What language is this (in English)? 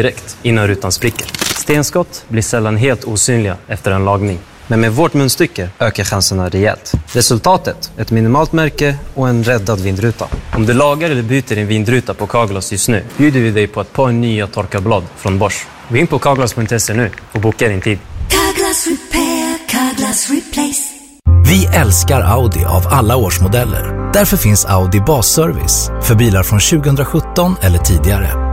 Swedish